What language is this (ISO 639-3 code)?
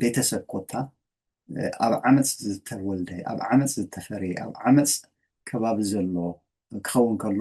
tir